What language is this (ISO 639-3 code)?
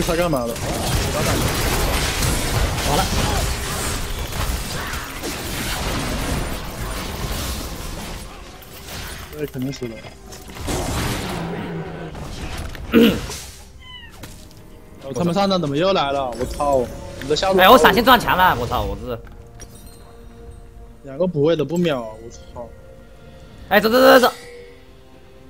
zho